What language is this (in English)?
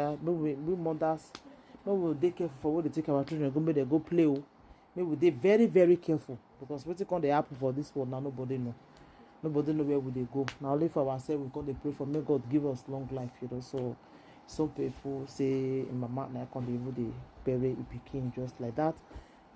Nigerian Pidgin